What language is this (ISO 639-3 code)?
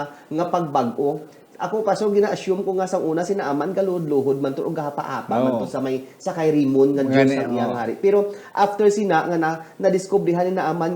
hil